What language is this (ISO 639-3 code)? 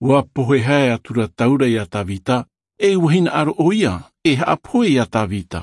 tah